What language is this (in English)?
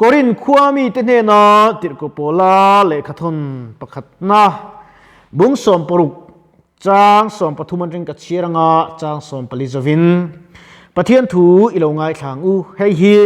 Mizo